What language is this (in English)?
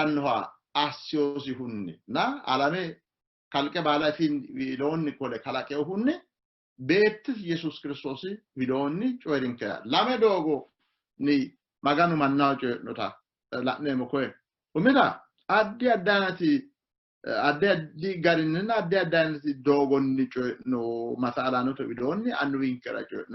Sidamo